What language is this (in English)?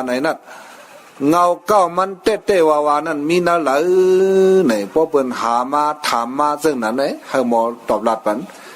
Shan